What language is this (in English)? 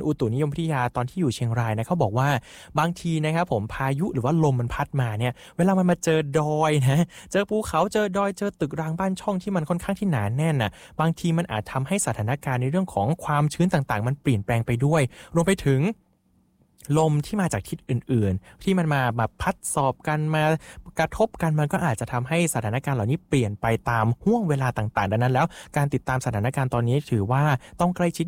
Thai